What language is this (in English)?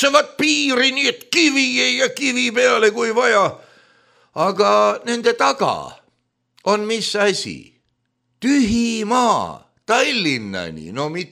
Estonian